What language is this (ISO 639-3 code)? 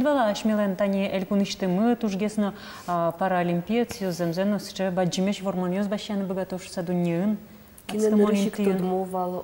udm